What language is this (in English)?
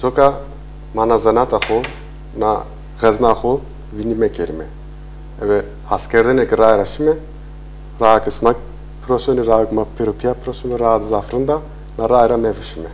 Zaza